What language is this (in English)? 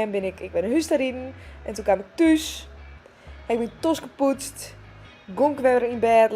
Western Frisian